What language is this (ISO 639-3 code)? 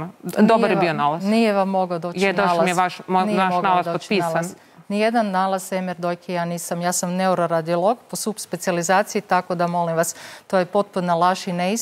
hrv